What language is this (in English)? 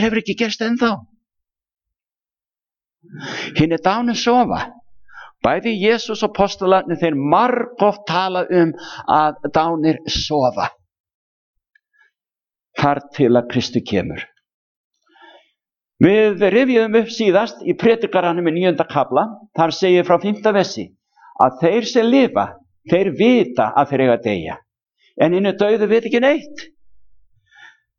Icelandic